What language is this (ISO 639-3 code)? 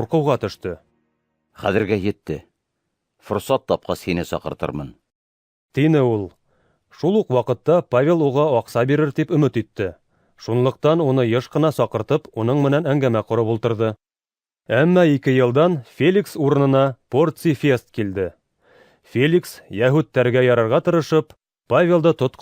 bak